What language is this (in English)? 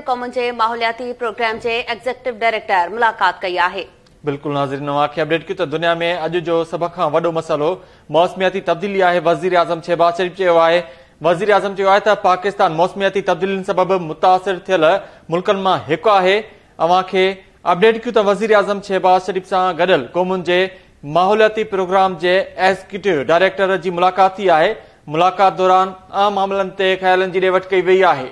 Sindhi